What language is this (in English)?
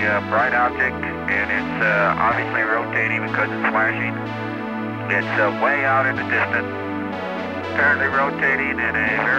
English